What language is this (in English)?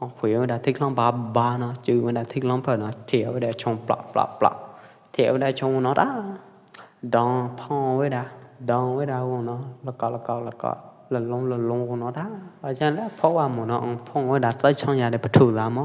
Pwo Eastern Karen